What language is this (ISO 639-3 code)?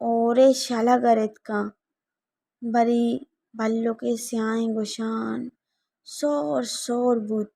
bal